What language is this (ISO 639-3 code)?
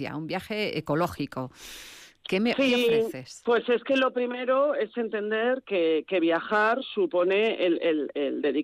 spa